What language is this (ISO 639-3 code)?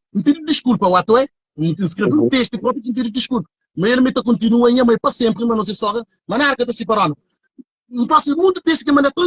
kea